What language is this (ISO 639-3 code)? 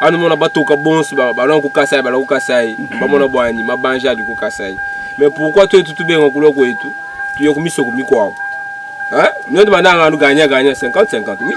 lua